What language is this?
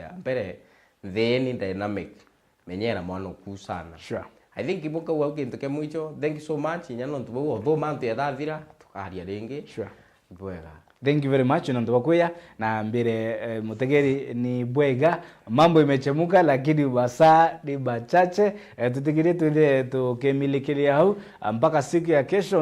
Meru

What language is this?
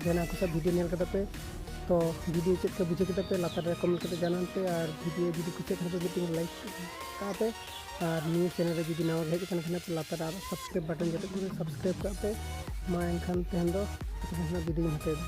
Santali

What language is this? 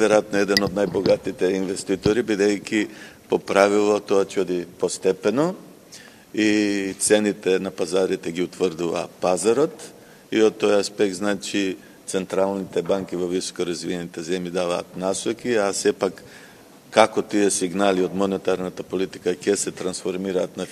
Macedonian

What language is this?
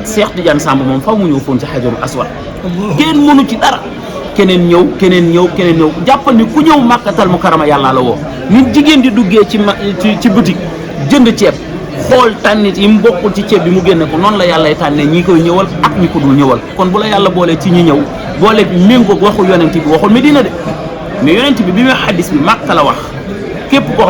Wolof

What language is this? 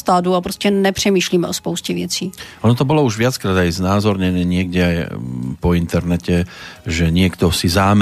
Slovak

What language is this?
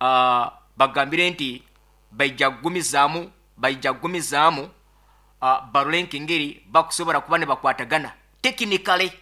Nyoro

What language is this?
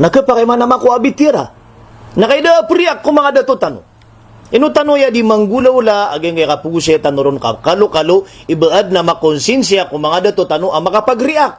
Maranao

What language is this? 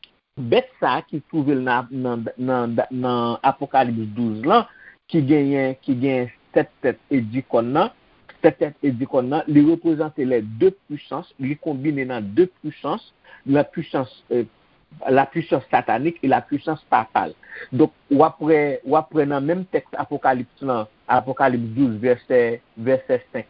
Haitian Creole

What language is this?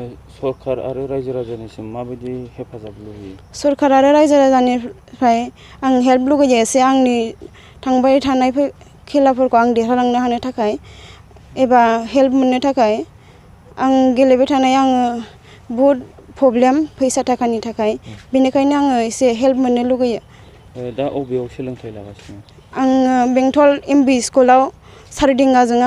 Bodo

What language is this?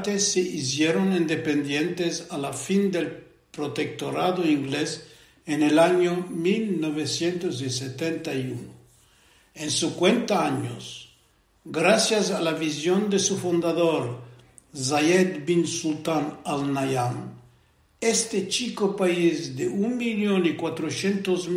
Ladino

